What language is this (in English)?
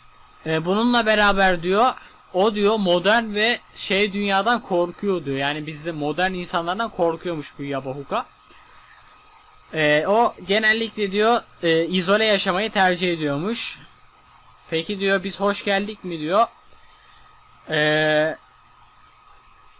Turkish